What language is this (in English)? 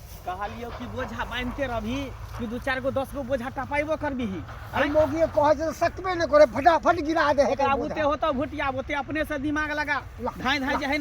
Maithili